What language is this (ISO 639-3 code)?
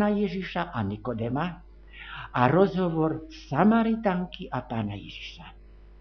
slk